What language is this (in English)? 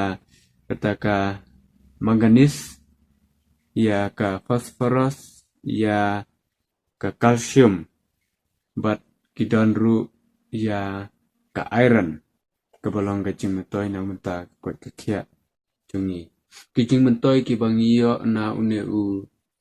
Khasi